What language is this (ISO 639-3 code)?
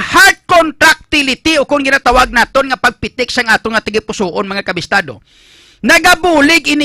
hil